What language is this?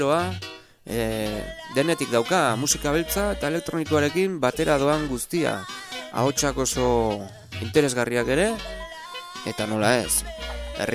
Basque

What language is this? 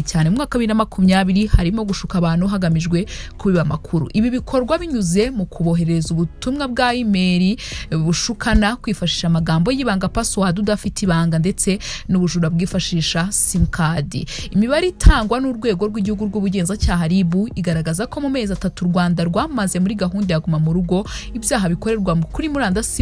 Kinyarwanda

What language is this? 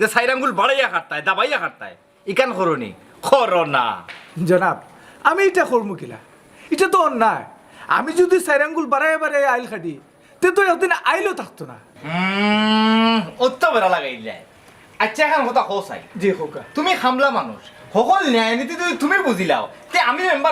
Sylheti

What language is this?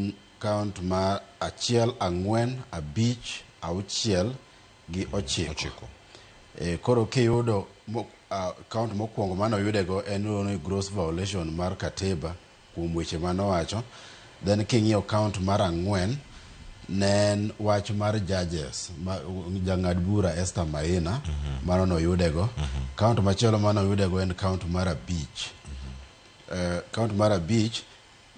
Luo (Kenya and Tanzania)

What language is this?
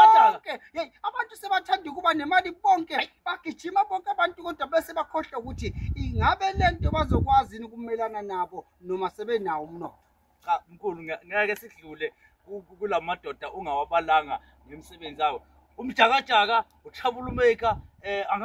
Zulu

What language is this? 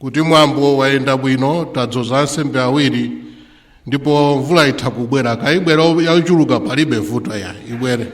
Nyanja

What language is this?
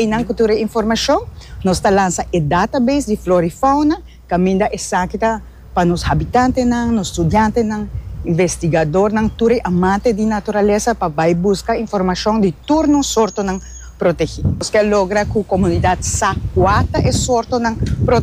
Papiamento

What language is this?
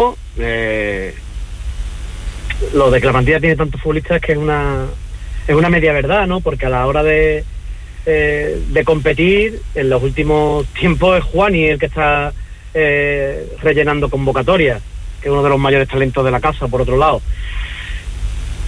Spanish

